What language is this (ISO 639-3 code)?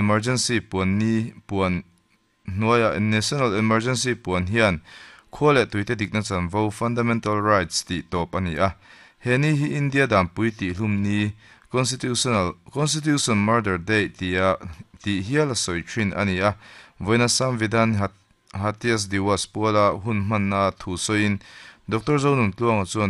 lus